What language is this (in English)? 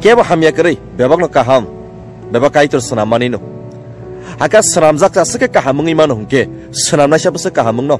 Kok Borok